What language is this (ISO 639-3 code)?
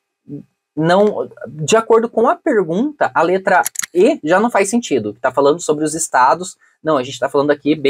por